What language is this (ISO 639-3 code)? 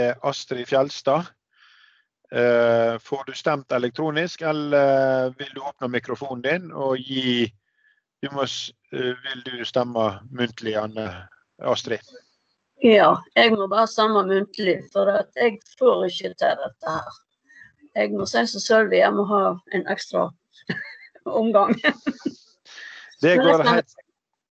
nor